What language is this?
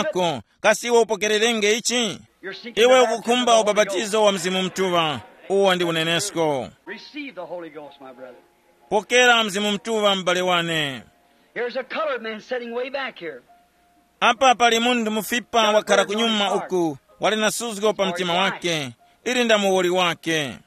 Tumbuka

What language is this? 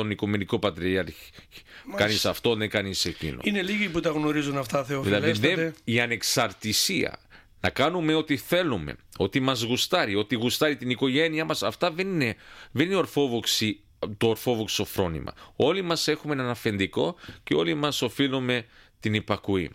Greek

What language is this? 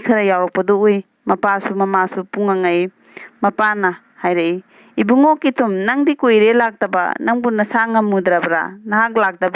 Manipuri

